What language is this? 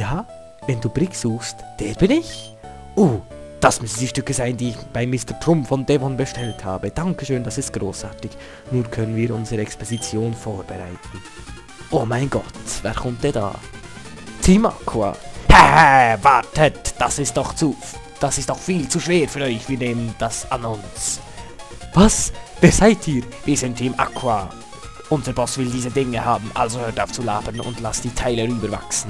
Swiss German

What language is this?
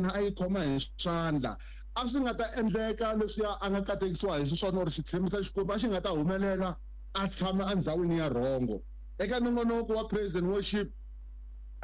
Tsonga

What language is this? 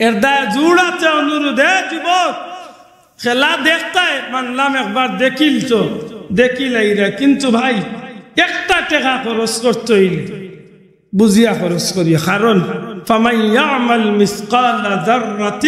Sylheti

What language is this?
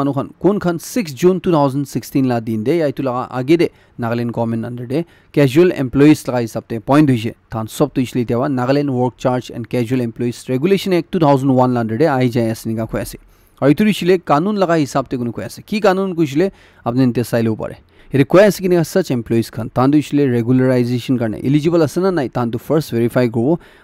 Naga Pidgin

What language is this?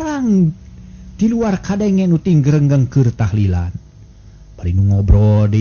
Sundanese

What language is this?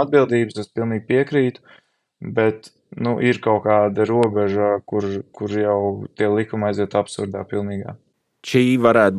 Latvian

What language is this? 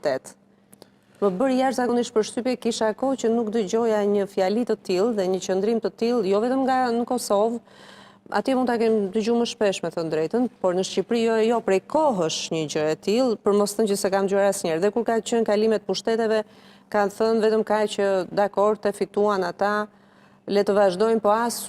Albanian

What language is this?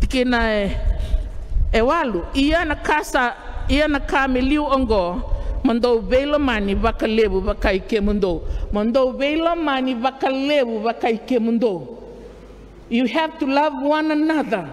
Fijian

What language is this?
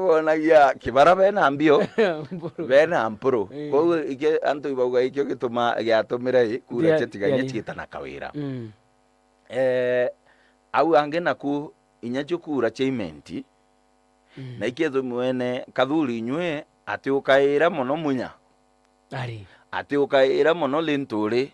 Meru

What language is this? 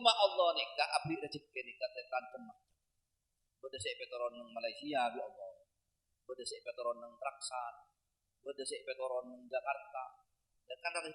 Madurese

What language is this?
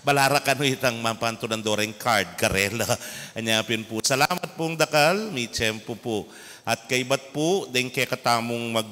Pampanga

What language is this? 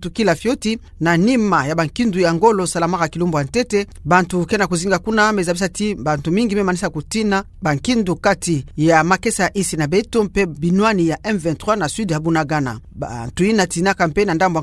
Kituba (Democratic Republic of Congo)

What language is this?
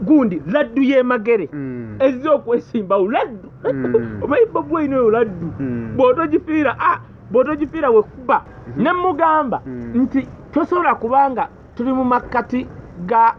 Ganda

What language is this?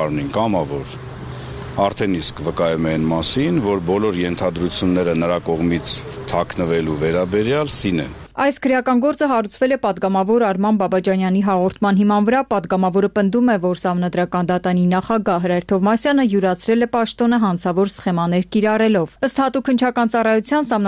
Armenian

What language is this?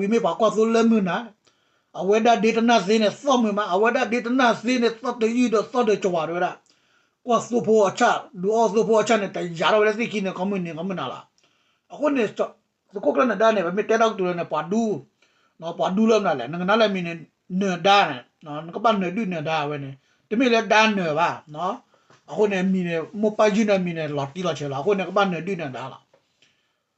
S'gaw Karen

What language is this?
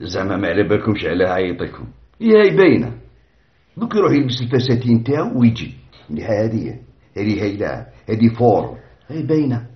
Algerian Arabic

